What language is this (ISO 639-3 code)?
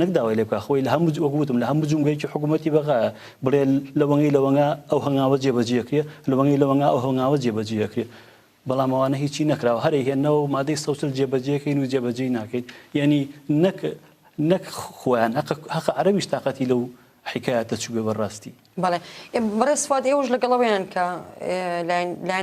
ckb